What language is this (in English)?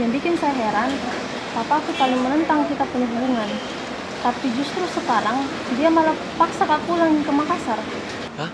Makassar Malay